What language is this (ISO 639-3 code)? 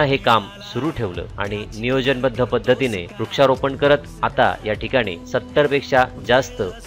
mar